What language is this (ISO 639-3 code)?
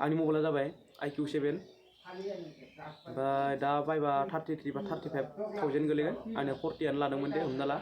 brx